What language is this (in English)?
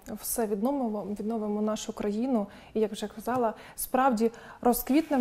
Ukrainian